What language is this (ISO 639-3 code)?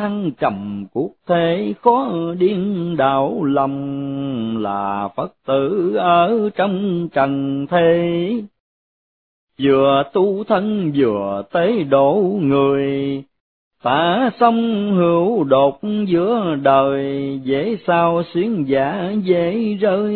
vie